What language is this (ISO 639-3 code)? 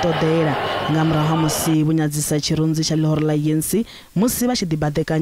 ven